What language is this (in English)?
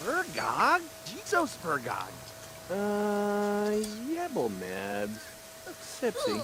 Bavarian